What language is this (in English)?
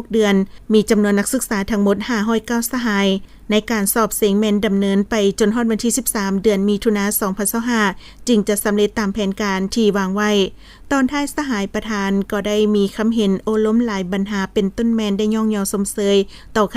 Lao